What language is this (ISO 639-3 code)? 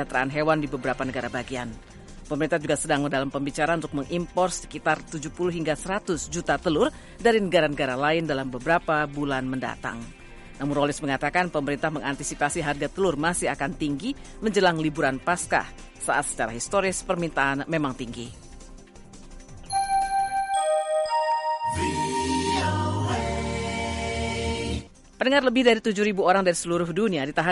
ind